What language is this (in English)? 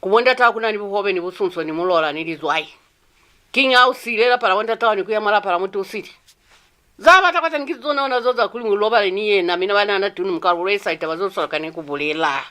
Lozi